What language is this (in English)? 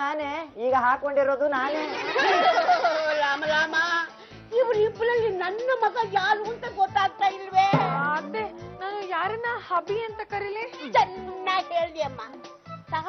Kannada